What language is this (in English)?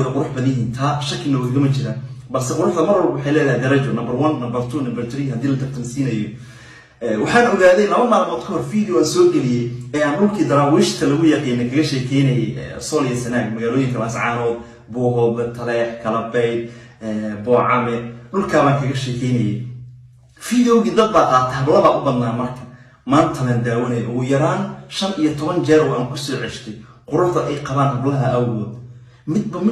Somali